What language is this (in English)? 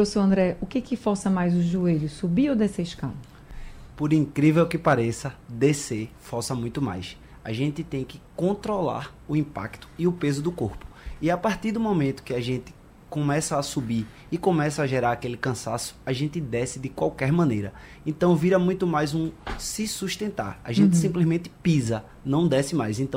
Portuguese